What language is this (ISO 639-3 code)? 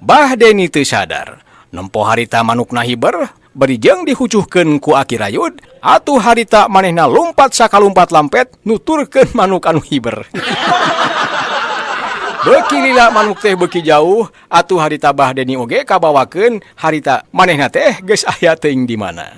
sun